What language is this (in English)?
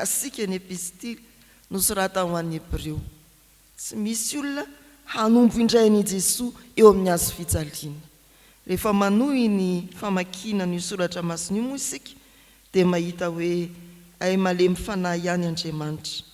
Malagasy